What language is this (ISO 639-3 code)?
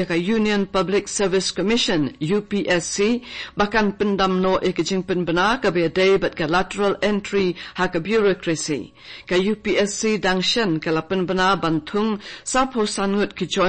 kha